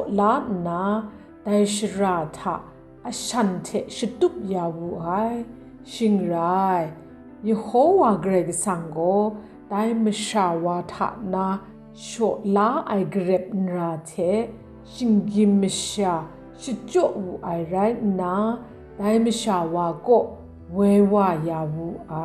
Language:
Kachin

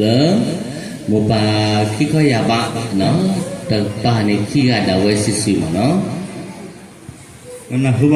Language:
S'gaw Karen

